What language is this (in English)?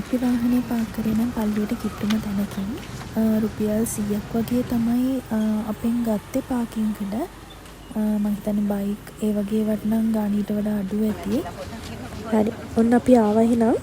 Sinhala